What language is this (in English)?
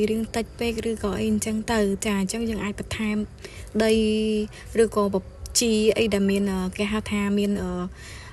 Khmer